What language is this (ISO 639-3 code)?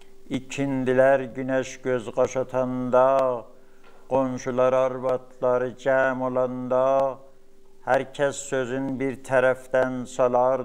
azb